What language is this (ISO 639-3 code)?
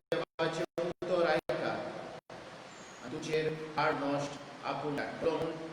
kok